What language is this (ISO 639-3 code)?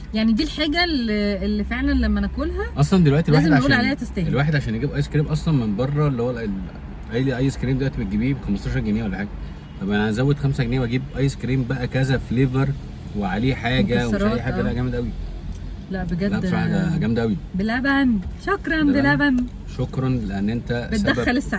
arz